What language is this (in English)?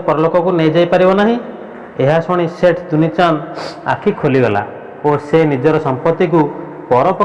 Odia